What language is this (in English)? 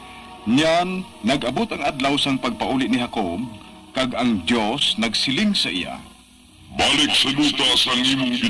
Hiligaynon